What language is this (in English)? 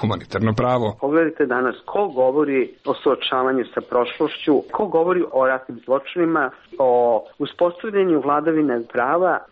Serbian